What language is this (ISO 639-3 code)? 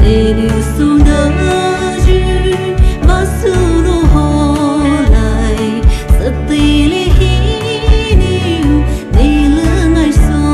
pmx